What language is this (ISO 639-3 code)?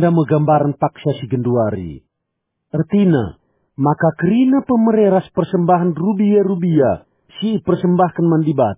btx